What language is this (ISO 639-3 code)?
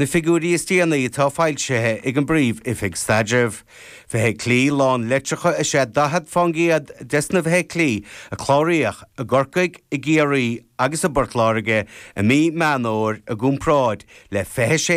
gle